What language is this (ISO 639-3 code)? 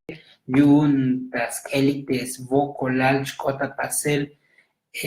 tzo